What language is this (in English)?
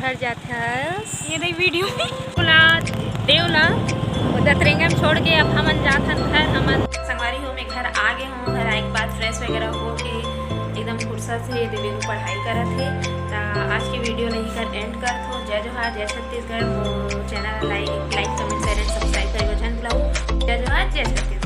Chhattisgarhi